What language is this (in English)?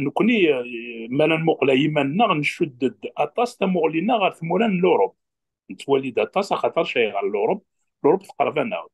Kabyle